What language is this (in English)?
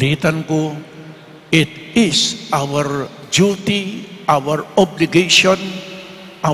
Pampanga